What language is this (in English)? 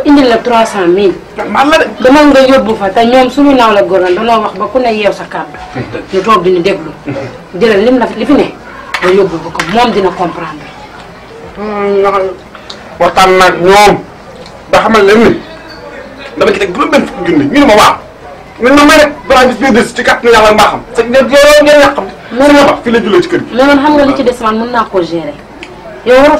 Wolof